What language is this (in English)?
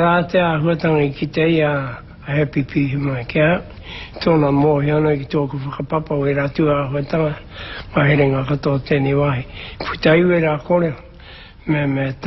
Māori